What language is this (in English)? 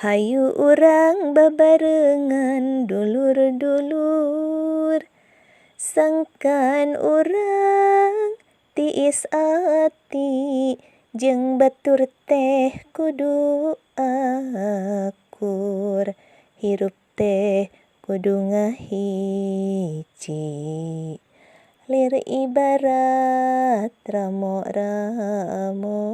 Sundanese